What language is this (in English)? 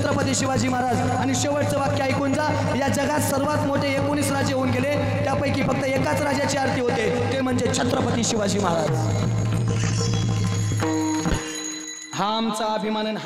Marathi